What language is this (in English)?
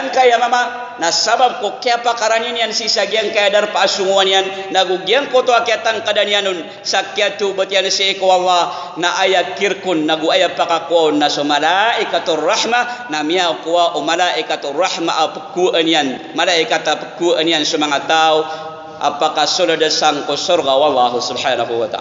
Maranao